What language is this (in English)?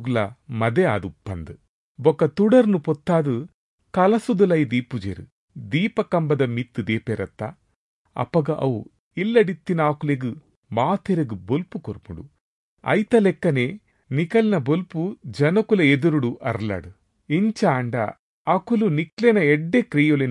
Tulu